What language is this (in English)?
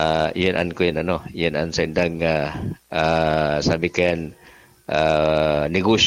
Bikol